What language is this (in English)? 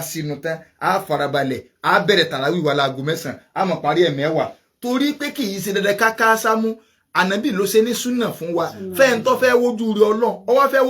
Yoruba